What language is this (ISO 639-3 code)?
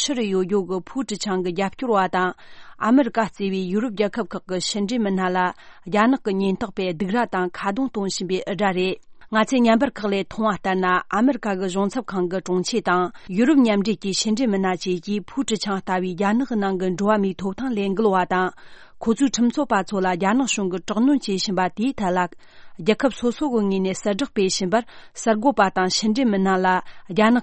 bod